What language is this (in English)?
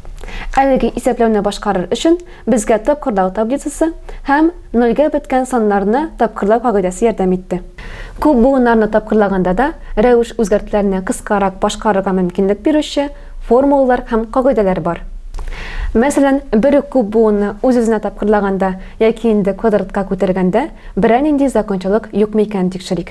Tatar